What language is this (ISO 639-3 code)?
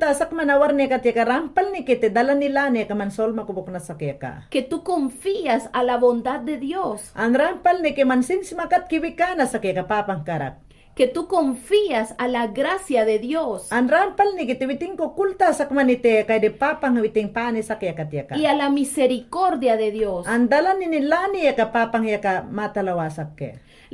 yan